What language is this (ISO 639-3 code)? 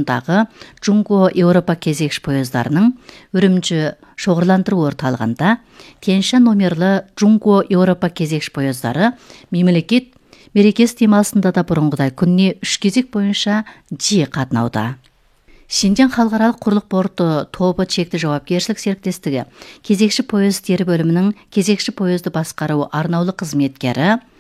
kaz